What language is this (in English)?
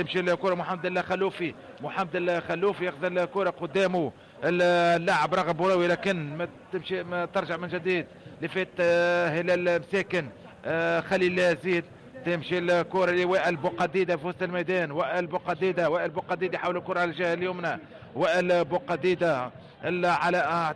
Tunisian Arabic